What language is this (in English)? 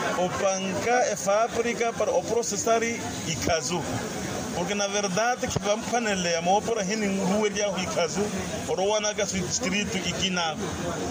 Makhuwa